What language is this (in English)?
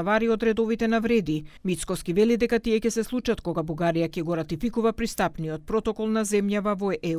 Macedonian